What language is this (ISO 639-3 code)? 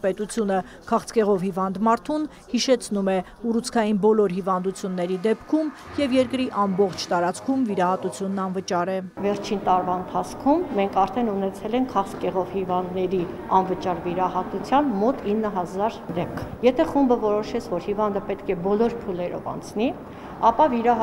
hye